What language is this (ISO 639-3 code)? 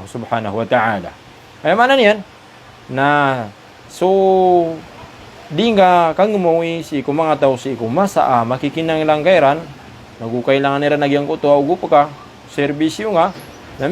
mrw